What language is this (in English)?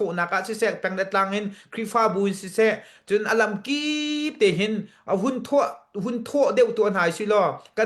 Hakha Chin